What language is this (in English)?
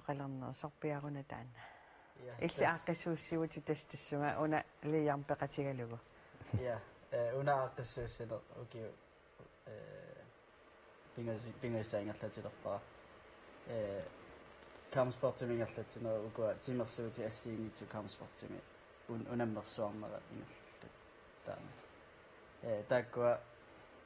Kalaallisut